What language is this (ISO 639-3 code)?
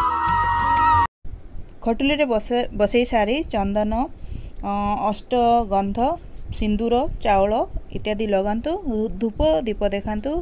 ori